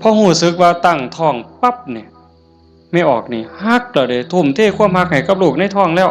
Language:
Northeastern Thai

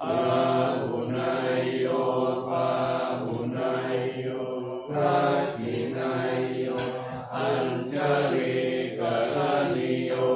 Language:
Pali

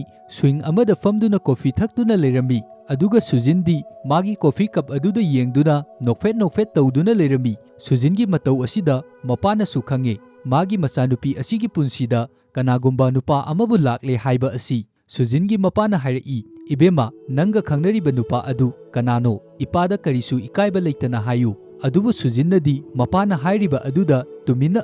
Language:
Manipuri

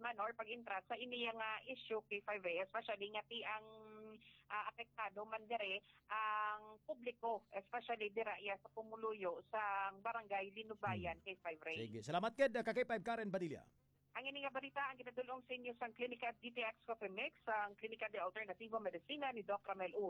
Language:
Hiligaynon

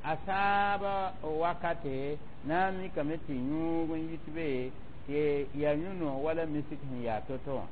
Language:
Mossi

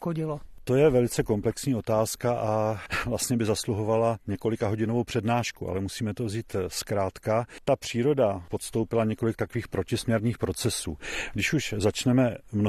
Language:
Czech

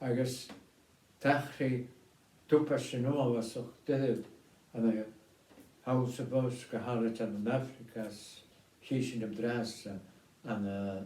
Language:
Scottish Gaelic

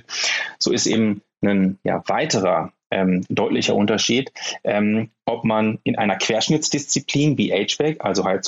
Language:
German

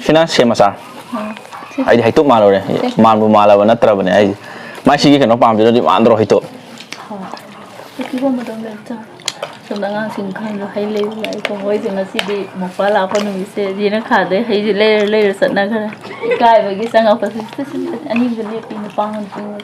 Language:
Manipuri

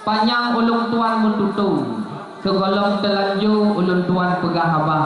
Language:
Achinese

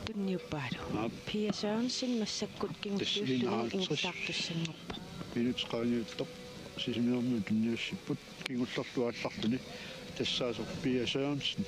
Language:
Kalaallisut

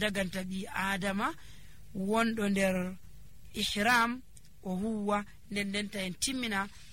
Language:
Nigerian Fulfulde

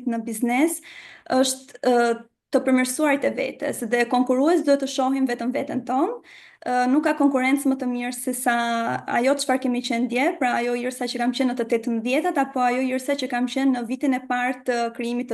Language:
Albanian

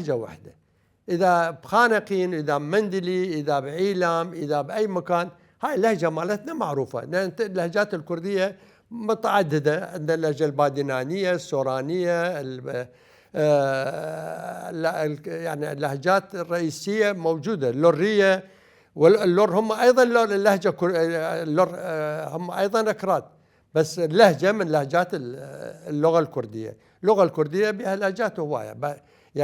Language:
Mesopotamian Arabic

